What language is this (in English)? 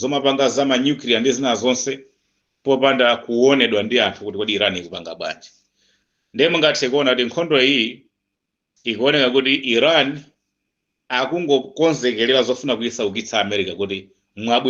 Nyanja